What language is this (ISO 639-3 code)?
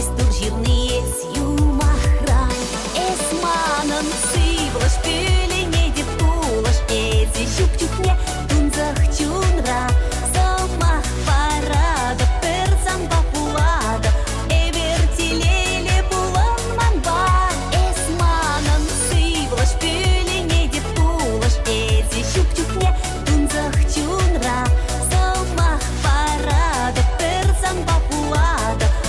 chv